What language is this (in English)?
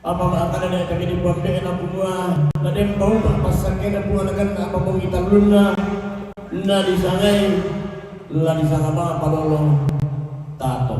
Toraja-Sa'dan